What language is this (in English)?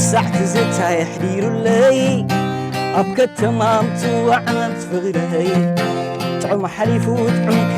Tigrinya